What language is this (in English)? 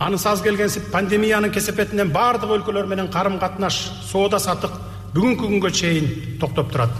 Kyrgyz